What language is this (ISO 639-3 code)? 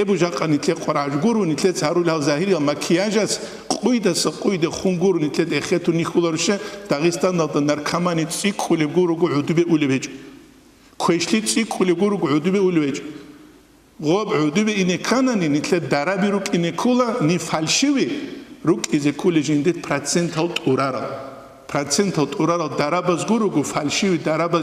ava